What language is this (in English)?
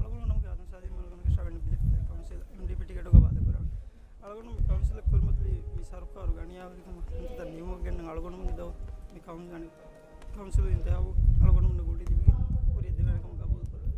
Divehi